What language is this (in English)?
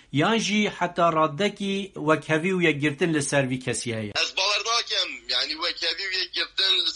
Kurdish